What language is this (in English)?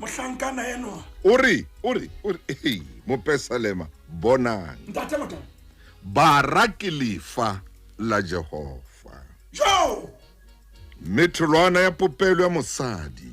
Southern Sotho